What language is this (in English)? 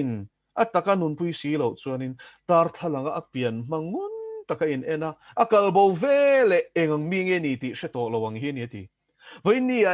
Mizo